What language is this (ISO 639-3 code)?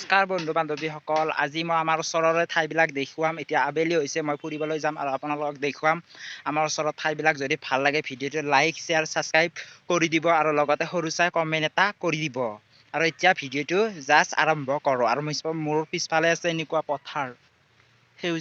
asm